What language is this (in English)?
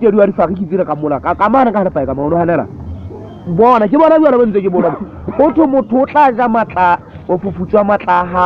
Southern Sotho